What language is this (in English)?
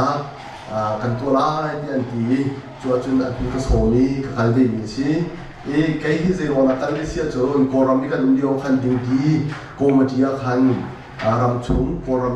Hakha Chin